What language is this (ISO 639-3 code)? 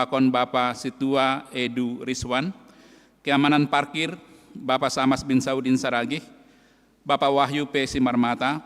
bts